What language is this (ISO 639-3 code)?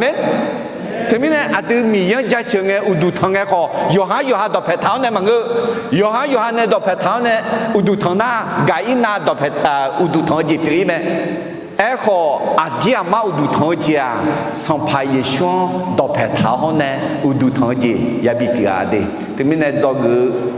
ahk